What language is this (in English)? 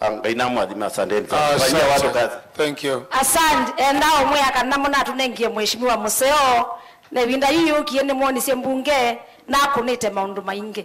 Kamba